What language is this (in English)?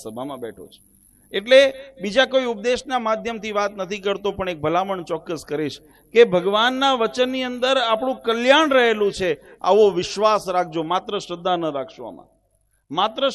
Gujarati